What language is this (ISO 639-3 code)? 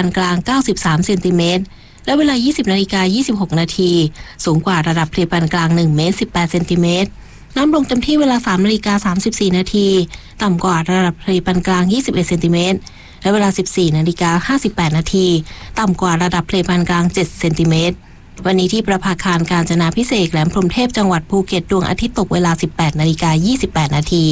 tha